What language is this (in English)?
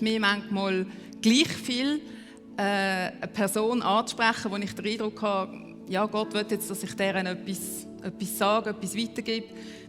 Swiss German